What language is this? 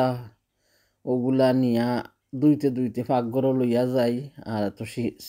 Sylheti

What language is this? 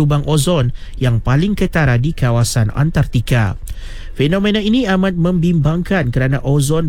Malay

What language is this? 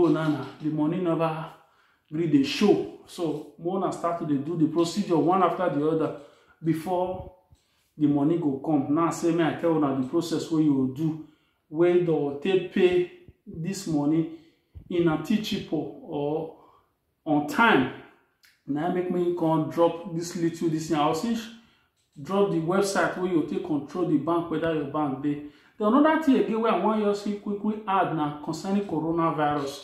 Nigerian Pidgin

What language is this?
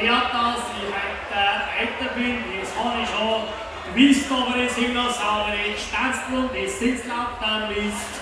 Bavarian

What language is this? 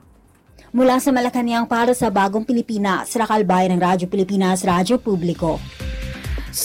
Filipino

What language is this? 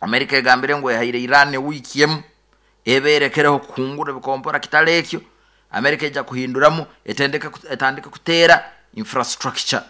Nyoro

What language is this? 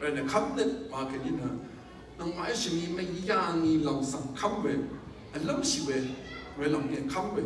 Rawang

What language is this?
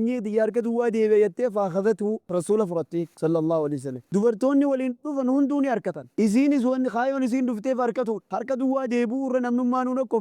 Oromo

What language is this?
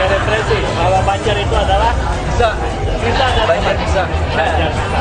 Banjar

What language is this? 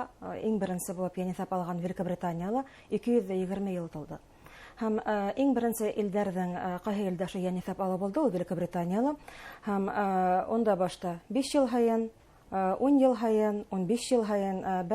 Bashkir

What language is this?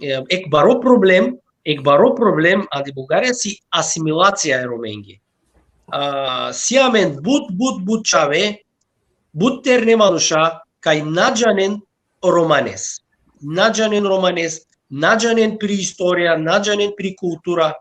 Balkan Romani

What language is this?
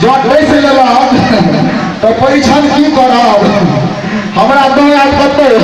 Maithili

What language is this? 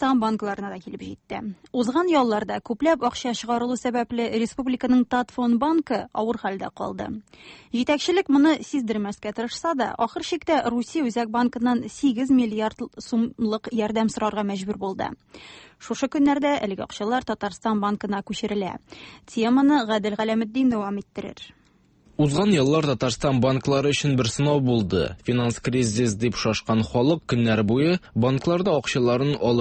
Tatar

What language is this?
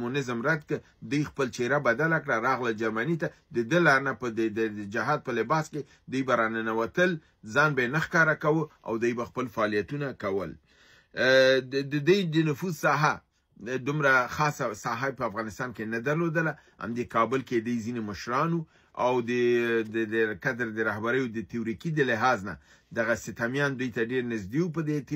Pashto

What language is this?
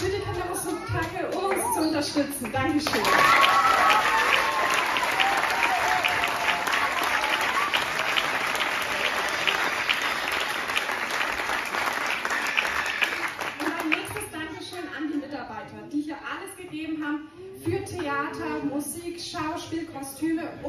German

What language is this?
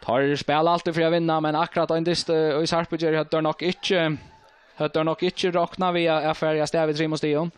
Faroese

